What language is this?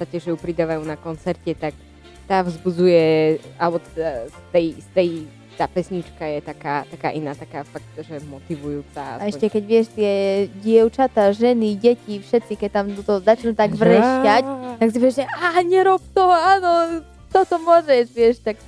Slovak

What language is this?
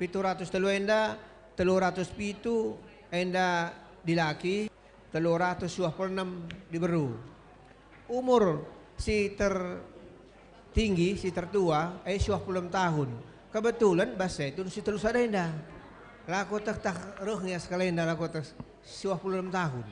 Batak Karo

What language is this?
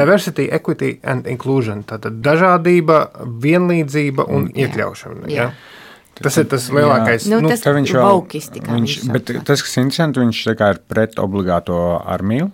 Latvian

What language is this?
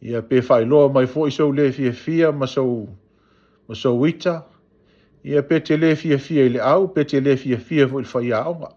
Samoan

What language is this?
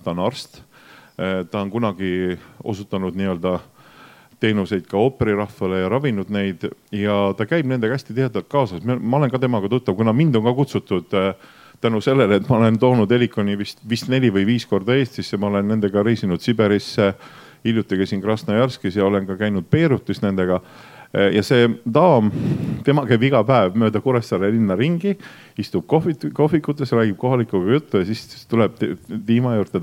Estonian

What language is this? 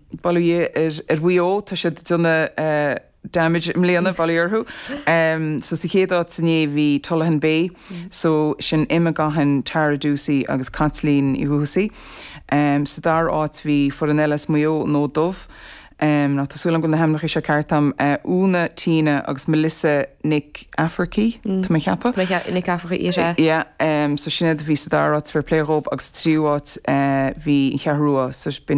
Irish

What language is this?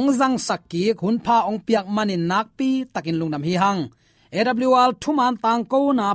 Tedim Chin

